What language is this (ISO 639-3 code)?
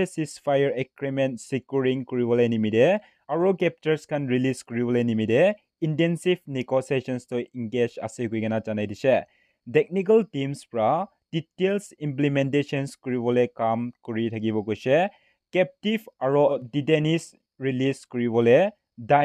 nag